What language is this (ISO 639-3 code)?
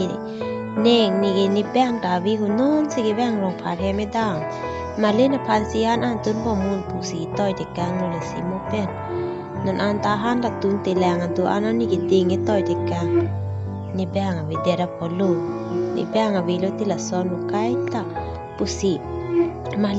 mjw